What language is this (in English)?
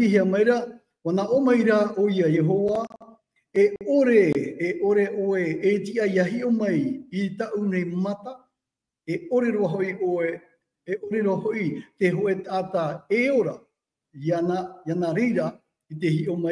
Tahitian